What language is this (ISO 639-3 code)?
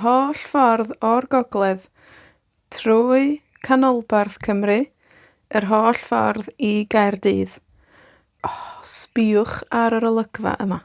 cym